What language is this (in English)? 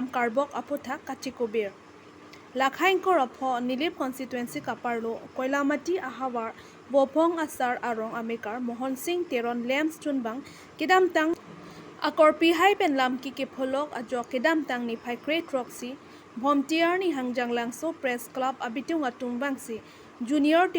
Karbi